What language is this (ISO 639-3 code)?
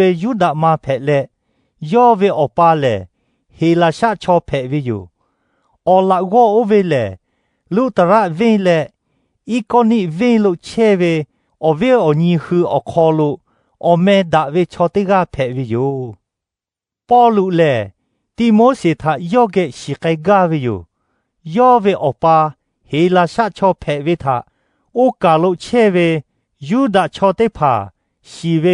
lhu